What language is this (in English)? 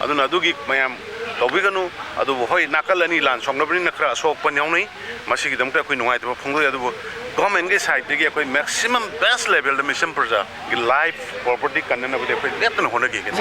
Manipuri